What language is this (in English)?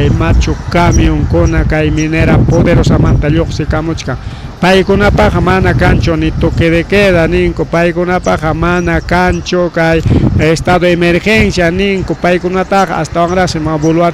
Ayacucho Quechua